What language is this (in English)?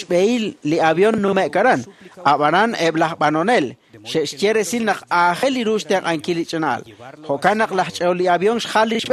Kekchí